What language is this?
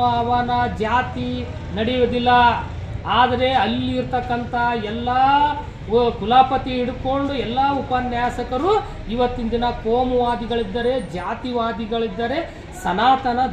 Kannada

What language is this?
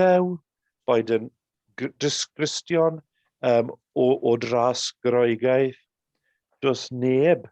Welsh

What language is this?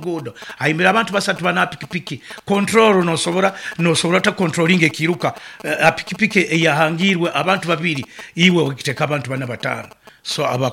Nyoro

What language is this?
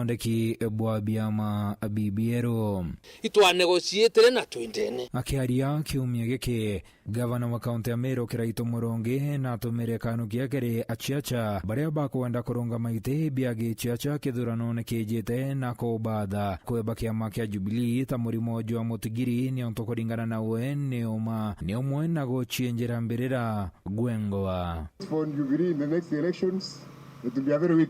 Meru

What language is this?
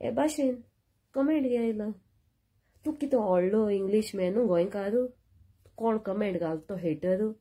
Konkani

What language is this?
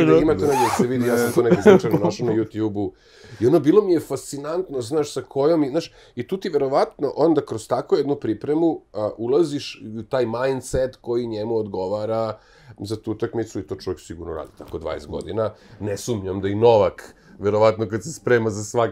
Serbian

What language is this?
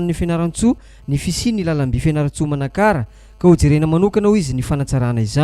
Malagasy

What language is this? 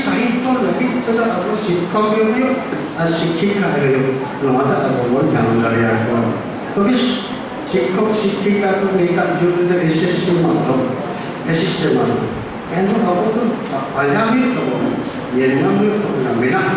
Santali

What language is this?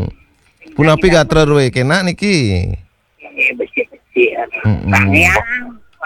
Balinese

